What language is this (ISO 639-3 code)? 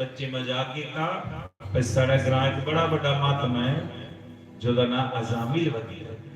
doi